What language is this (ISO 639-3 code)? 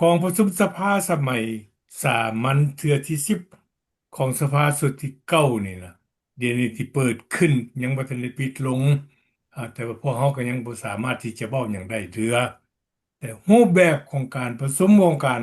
lao